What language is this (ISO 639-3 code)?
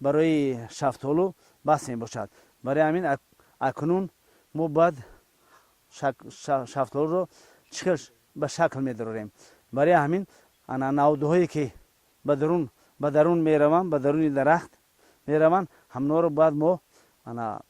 tgk